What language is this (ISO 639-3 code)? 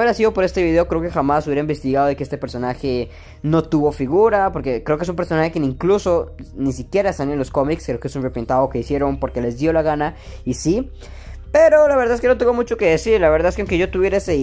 spa